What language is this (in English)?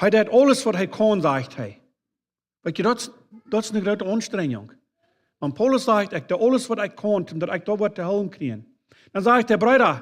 Plautdietsch